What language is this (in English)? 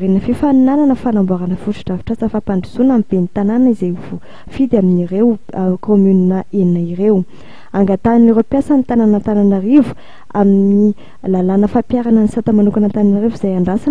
Malagasy